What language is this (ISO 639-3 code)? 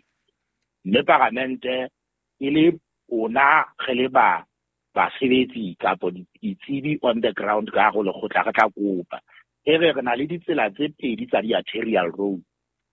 sot